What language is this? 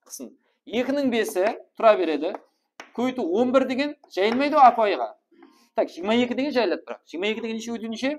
Kara-Kalpak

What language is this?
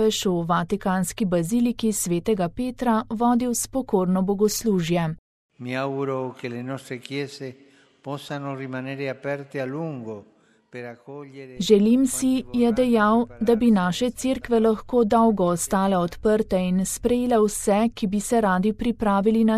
Slovenian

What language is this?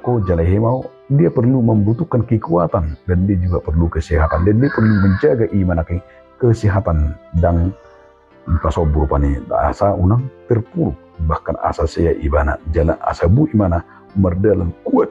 Batak Toba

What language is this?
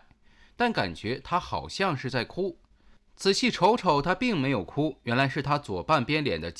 Chinese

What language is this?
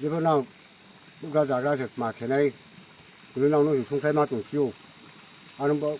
Riang (India)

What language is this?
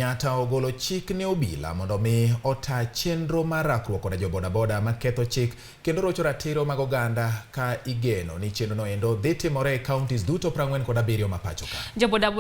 Luo (Kenya and Tanzania)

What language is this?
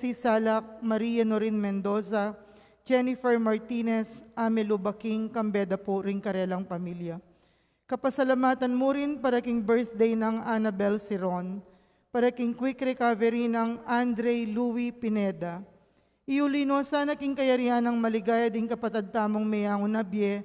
Pampanga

